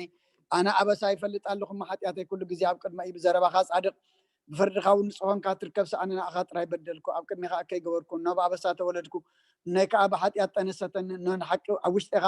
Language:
Tigrinya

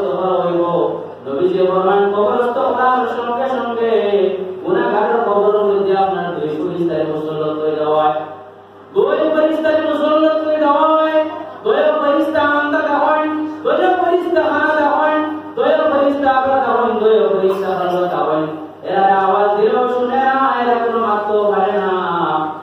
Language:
Sylheti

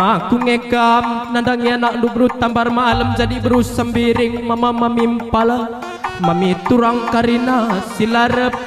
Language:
Batak Karo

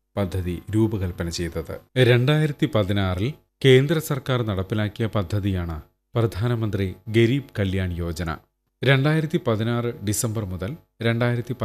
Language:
Malayalam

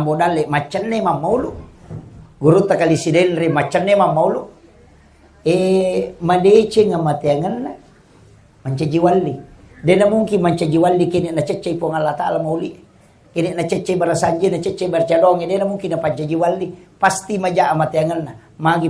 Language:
Buginese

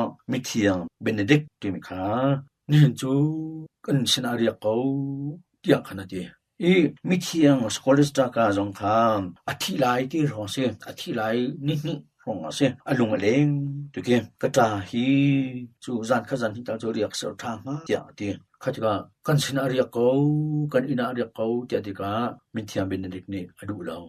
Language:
Hakha Chin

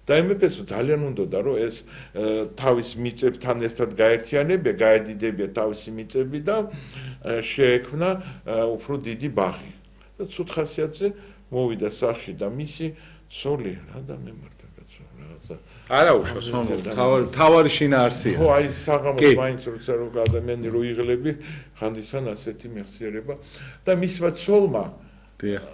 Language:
Georgian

